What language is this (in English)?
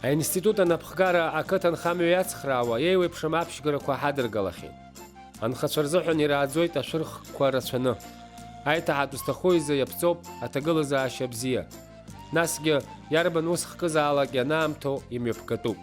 Abkhazian